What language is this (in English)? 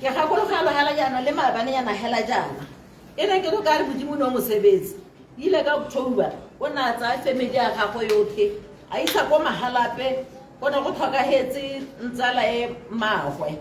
Tswana